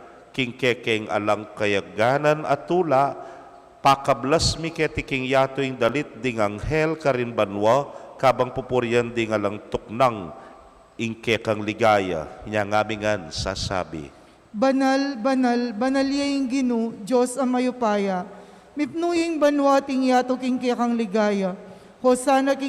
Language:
Pampanga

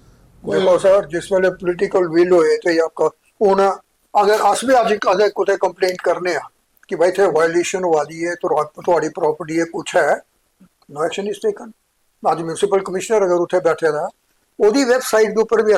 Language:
Dogri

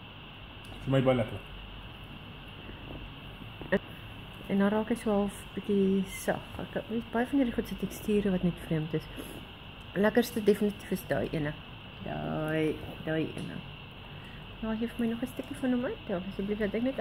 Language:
Afrikaans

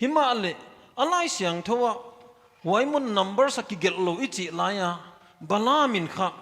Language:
Paite Chin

